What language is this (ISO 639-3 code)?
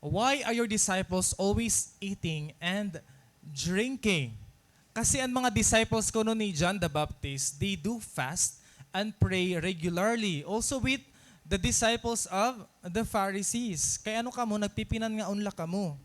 war